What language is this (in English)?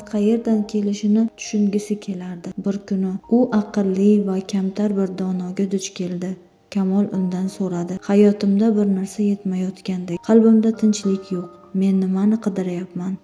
Uzbek